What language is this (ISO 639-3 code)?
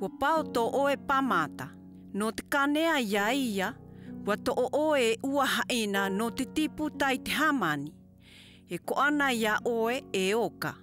mqm